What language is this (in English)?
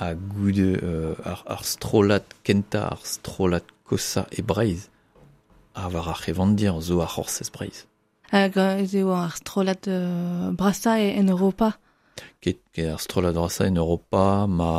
Breton